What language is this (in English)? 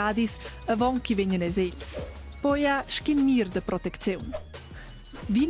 Romansh